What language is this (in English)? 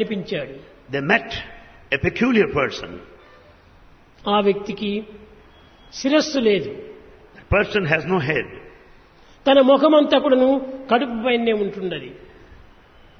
Telugu